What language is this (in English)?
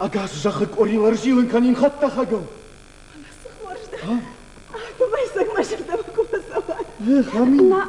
Ossetic